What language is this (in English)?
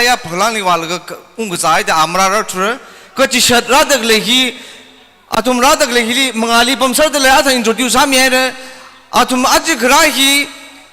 Tangkhul Naga (India)